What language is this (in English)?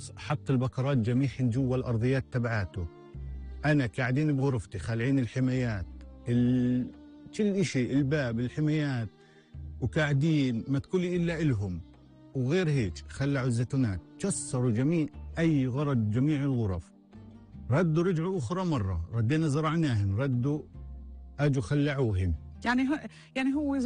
North Levantine Arabic